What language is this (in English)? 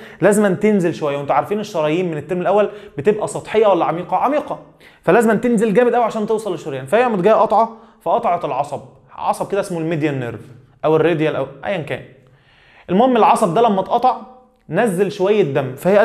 Egyptian Arabic